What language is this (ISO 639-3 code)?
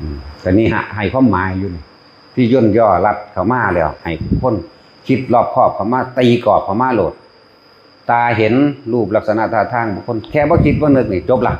tts